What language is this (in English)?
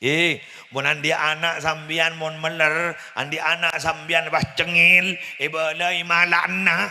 Madurese